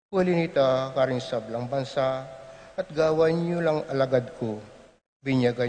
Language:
Pampanga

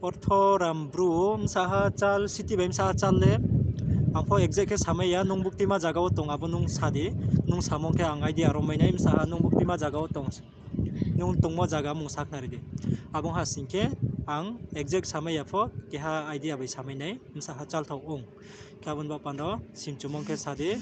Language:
Riang (India)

